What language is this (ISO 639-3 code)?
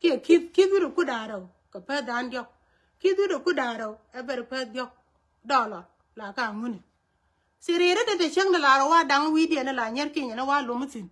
nus